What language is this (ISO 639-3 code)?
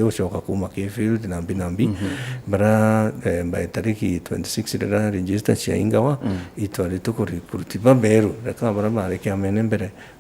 mer